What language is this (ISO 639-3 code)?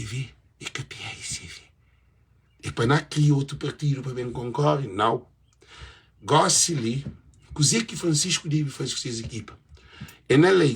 kea